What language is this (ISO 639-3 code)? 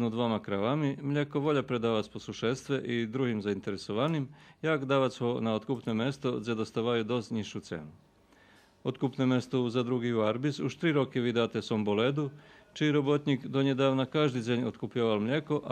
rue